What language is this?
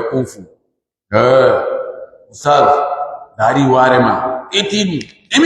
Pular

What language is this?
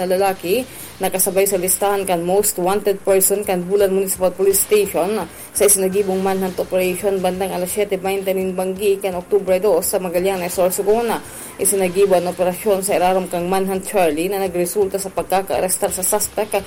Bikol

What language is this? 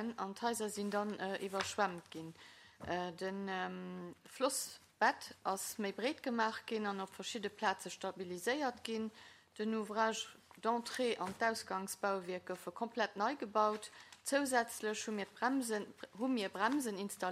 Luxembourgish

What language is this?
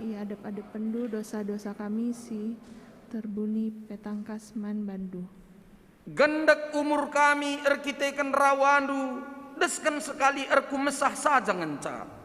Batak Karo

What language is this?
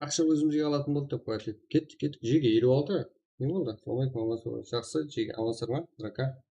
Kara-Kalpak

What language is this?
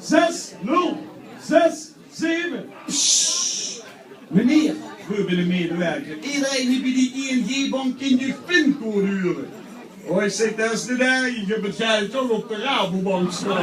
Limburgish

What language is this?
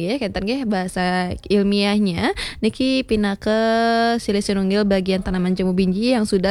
Balinese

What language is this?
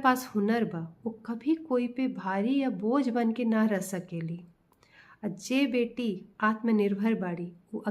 Bhojpuri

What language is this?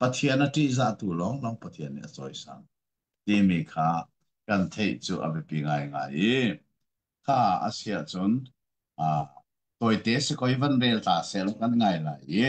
Hakha Chin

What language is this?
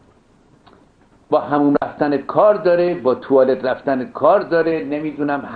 Persian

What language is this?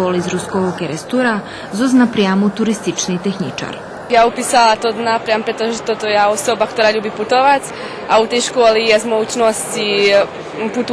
Rusyn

